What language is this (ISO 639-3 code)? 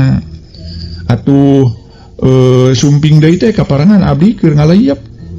sun